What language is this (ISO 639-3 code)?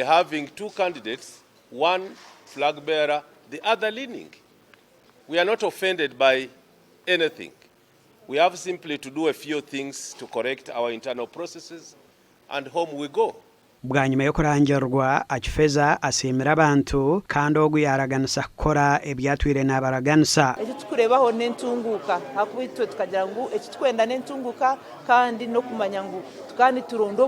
nyn